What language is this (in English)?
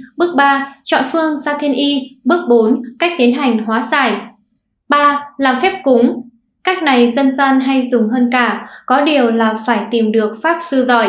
Vietnamese